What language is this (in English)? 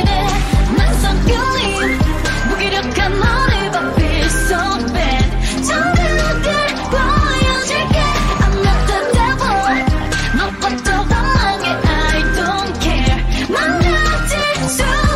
Korean